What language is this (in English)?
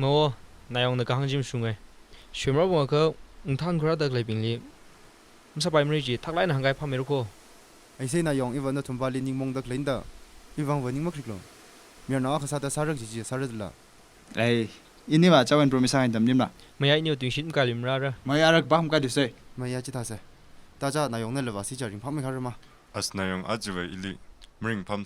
Tangkhul Naga (India)